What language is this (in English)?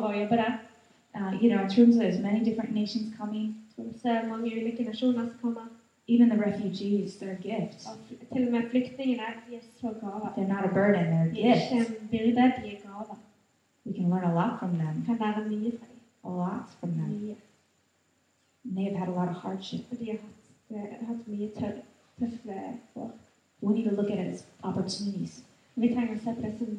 Norwegian